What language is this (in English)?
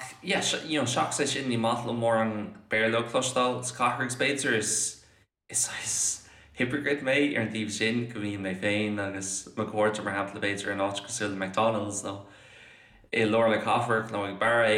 Irish